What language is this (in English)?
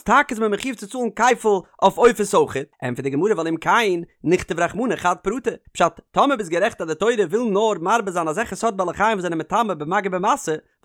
Yiddish